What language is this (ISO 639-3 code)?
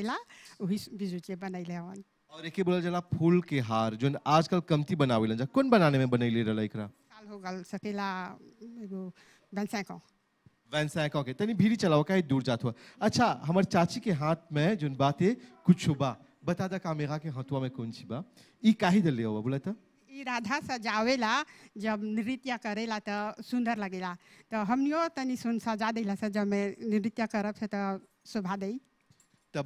bho